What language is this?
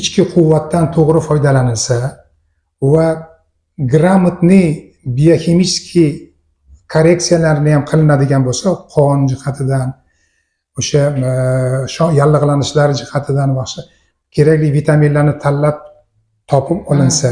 Uzbek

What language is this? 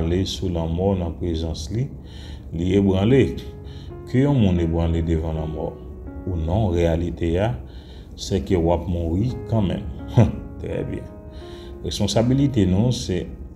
Haitian Creole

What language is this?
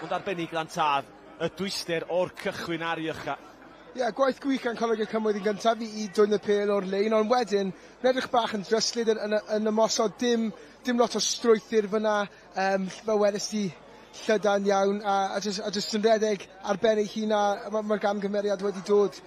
Welsh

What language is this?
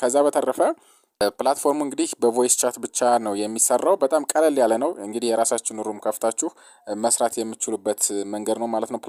Amharic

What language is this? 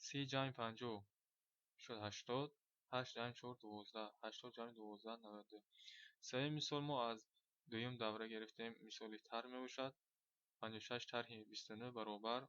Tajik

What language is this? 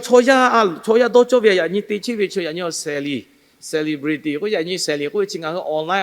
Lahu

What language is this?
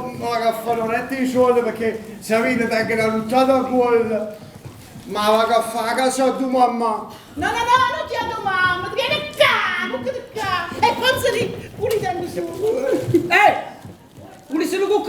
Neapolitan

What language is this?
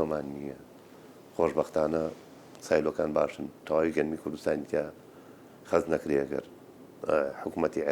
Central Kurdish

